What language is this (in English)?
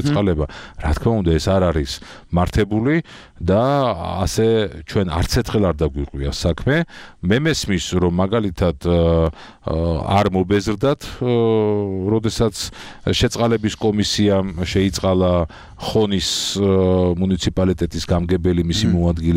Georgian